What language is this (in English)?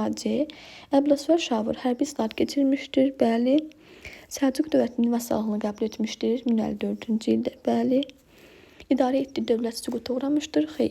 Azerbaijani